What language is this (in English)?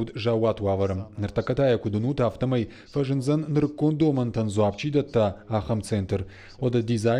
Ossetic